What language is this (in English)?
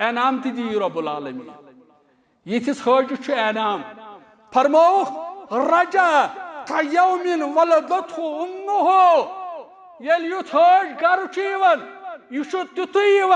Kashmiri